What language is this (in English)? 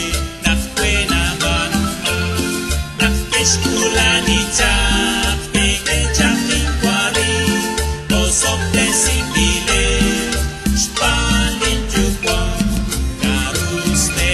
Kekchí